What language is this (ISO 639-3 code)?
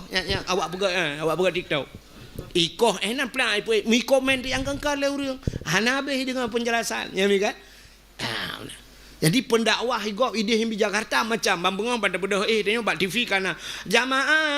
ace